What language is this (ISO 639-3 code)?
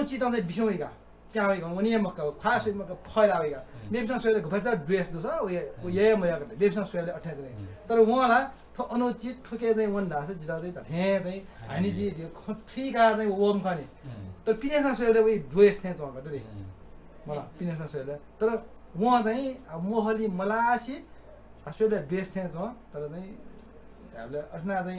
new